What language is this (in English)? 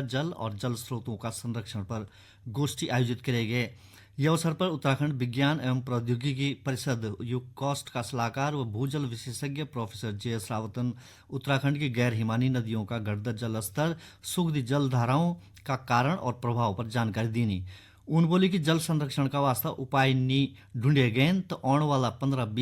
Garhwali